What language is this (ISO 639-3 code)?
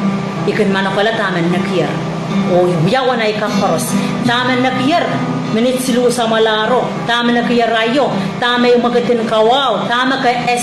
pon